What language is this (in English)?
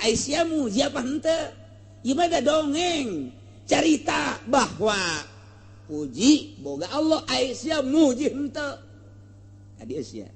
Sundanese